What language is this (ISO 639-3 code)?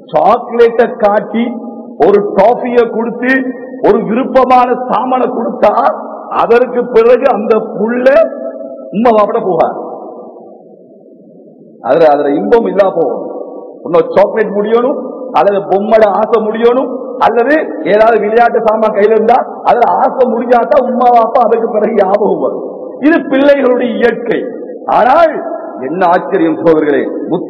tam